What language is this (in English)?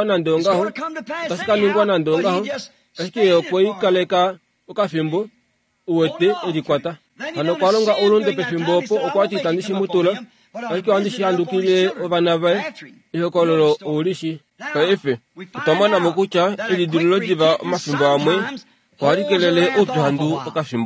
Kuanyama